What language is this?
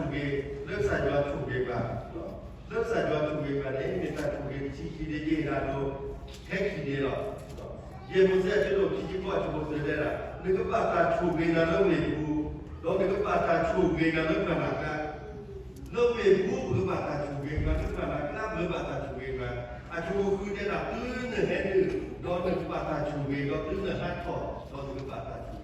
S'gaw Karen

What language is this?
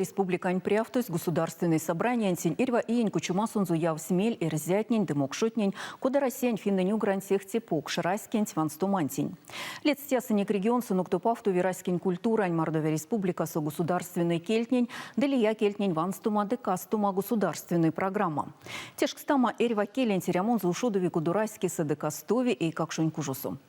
Erzya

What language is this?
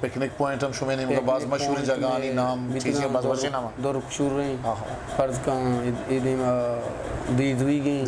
Eastern Balochi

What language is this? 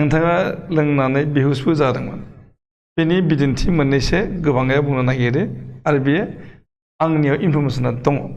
Bodo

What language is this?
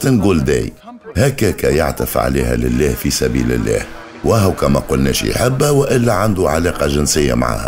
Tunisian Arabic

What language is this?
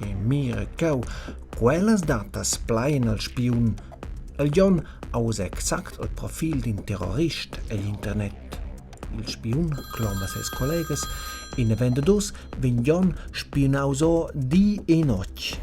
Romansh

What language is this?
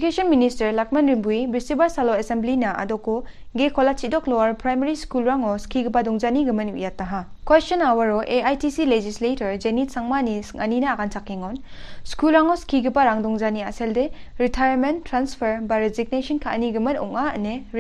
Garo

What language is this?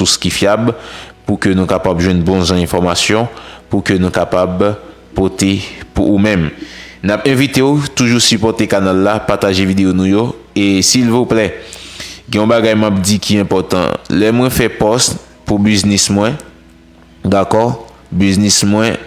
Haitian Creole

